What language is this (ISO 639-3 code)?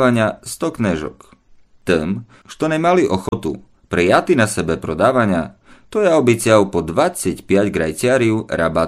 rue